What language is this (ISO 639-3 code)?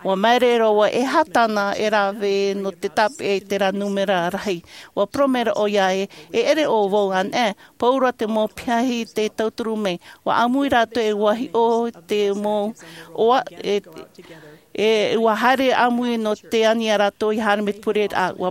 tah